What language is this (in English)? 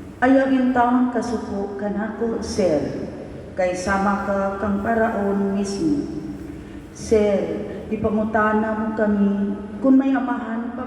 Cebuano